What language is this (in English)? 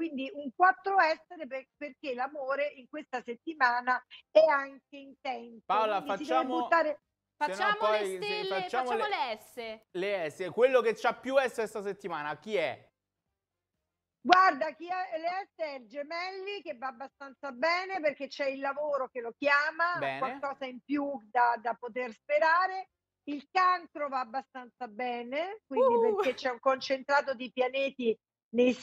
Italian